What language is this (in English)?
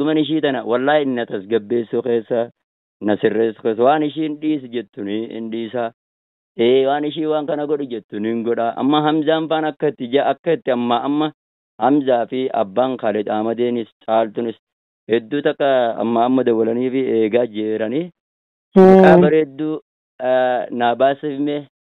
Oromo